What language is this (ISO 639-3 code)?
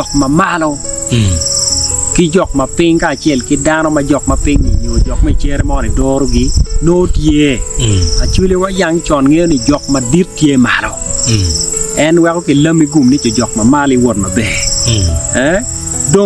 ach